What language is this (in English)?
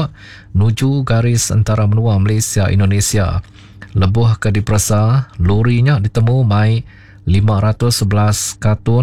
Iban